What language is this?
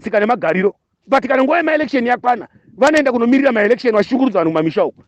Shona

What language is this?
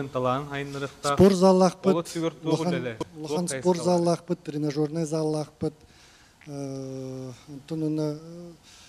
Yakut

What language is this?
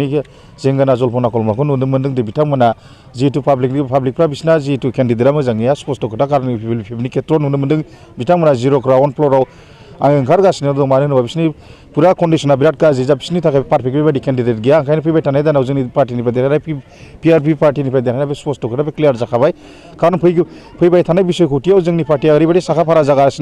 Bodo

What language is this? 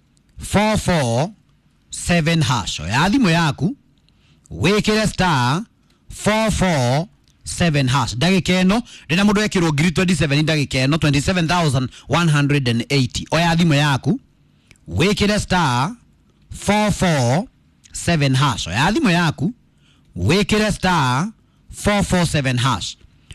Kikuyu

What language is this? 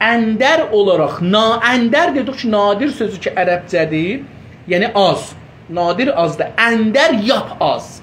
South Azerbaijani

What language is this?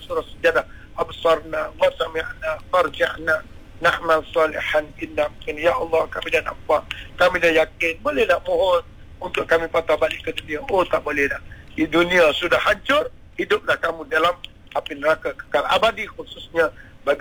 Malay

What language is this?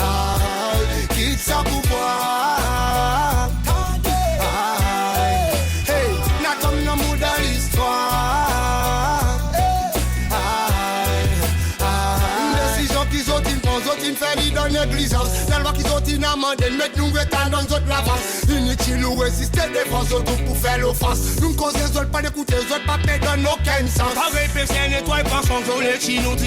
Seselwa Creole French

